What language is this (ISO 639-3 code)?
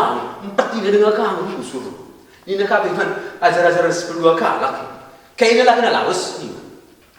btx